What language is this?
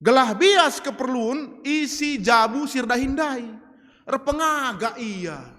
Batak Karo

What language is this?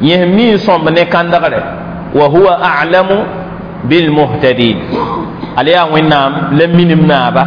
Mossi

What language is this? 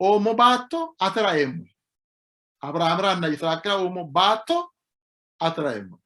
Sidamo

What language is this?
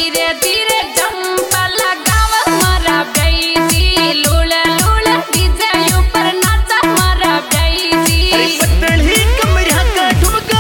Bhojpuri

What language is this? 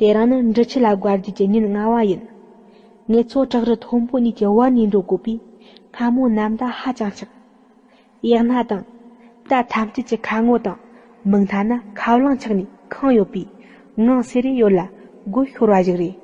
Tibetan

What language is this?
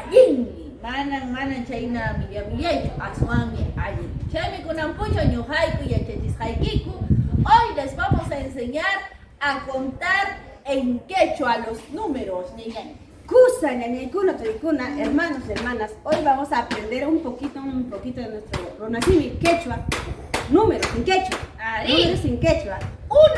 Ayacucho Quechua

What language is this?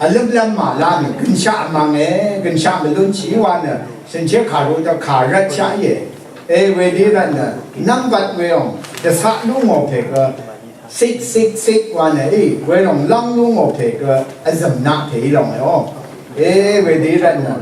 Rawang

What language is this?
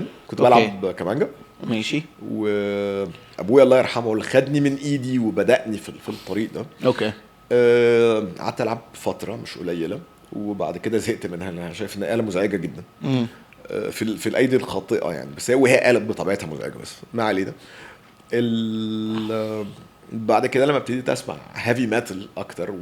Egyptian Arabic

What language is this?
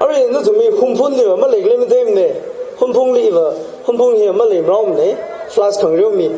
Tangkhul Naga (India)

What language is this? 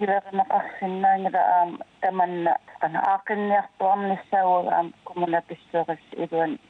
Kalaallisut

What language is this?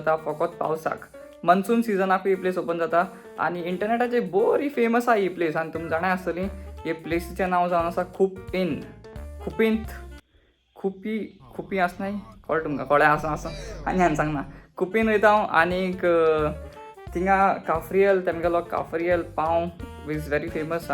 Konkani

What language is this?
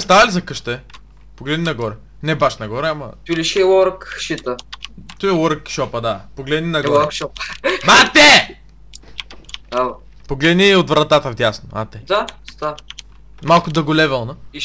Bulgarian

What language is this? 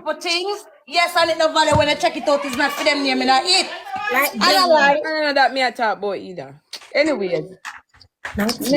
Jamaican Creole English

